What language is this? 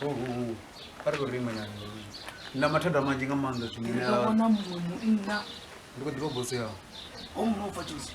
Venda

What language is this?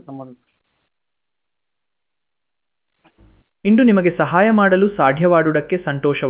Kannada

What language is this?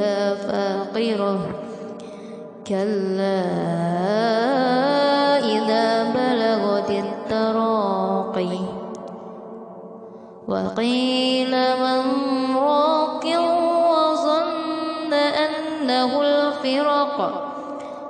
Arabic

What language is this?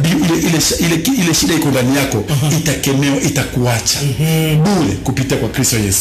Swahili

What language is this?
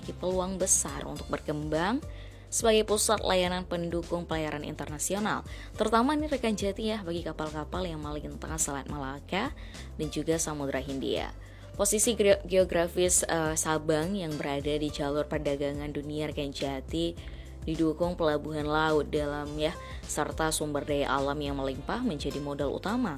Indonesian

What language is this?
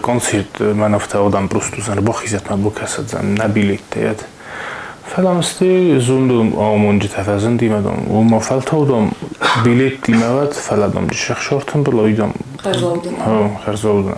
Ossetic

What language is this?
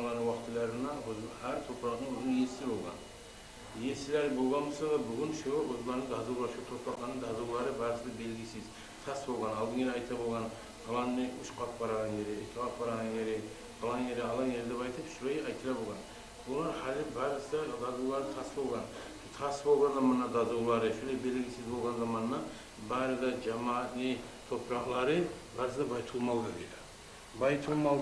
Kumyk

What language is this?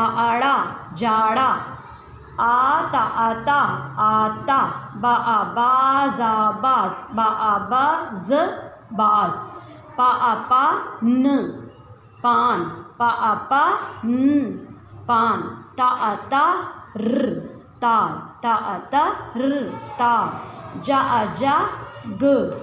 Bhojpuri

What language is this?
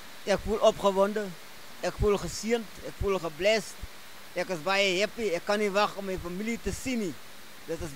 Afrikaans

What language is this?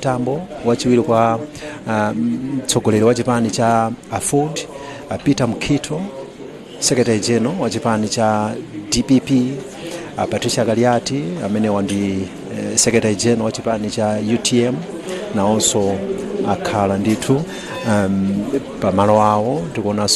Nyanja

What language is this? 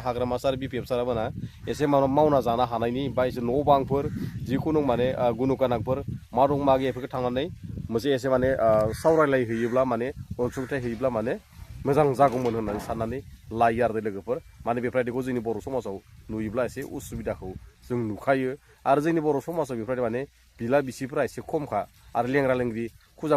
Bodo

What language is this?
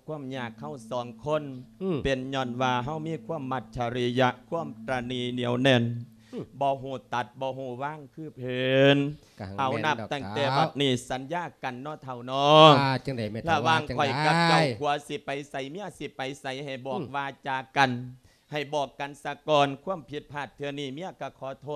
Lao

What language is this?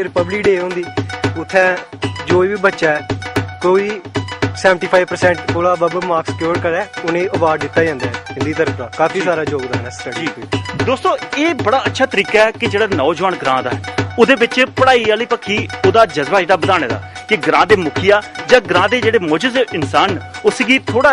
Dogri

